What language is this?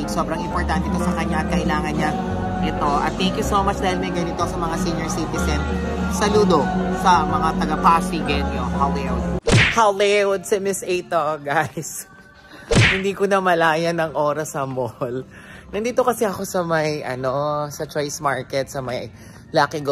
Filipino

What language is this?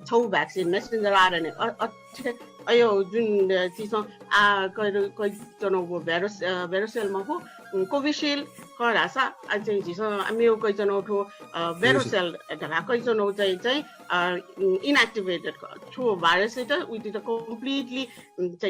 Newari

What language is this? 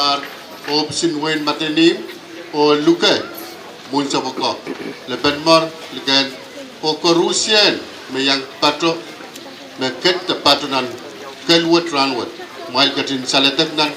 Pohnpeian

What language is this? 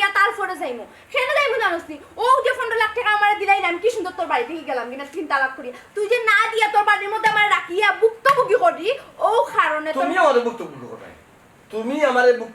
Sylheti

